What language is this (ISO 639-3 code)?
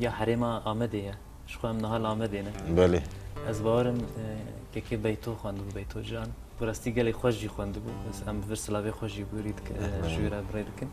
kur